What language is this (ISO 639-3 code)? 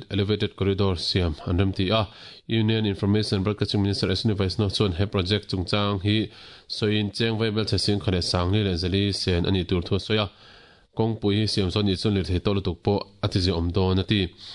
lus